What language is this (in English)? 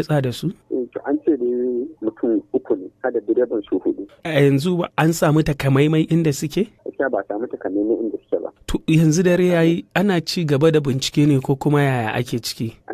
Hausa